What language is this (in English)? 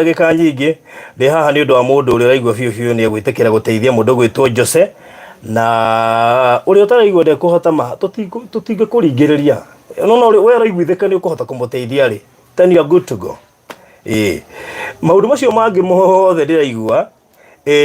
Kikuyu